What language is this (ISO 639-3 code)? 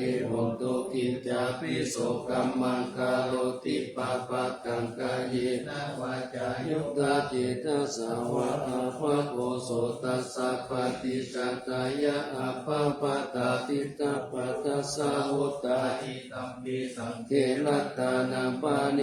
pli